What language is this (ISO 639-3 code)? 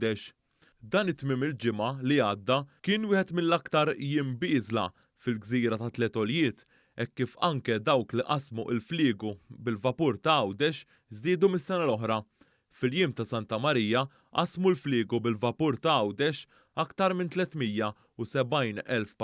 mlt